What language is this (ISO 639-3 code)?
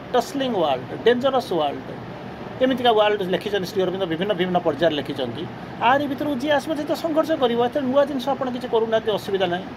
ori